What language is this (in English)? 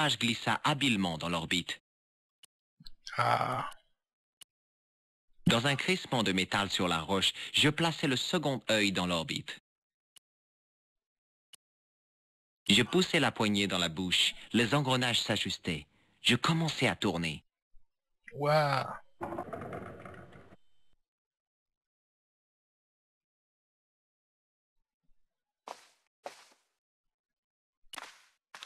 French